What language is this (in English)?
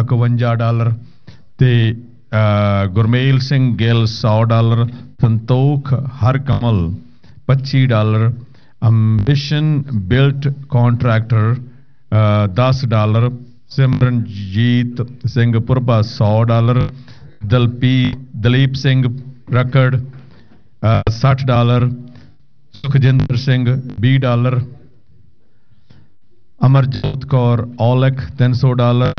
Punjabi